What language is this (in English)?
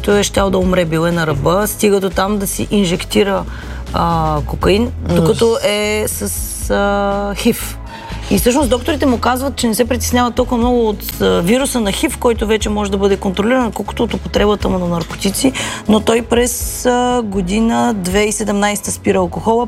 Bulgarian